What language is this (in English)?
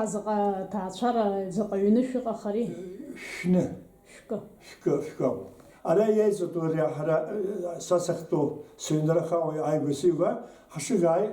Abkhazian